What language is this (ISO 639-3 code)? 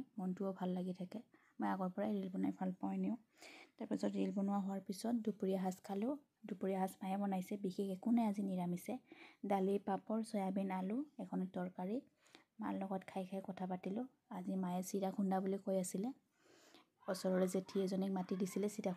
asm